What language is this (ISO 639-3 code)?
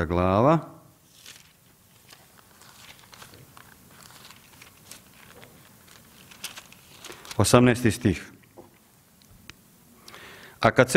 hrv